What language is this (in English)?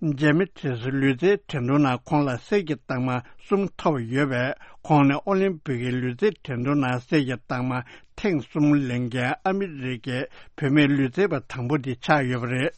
Tibetan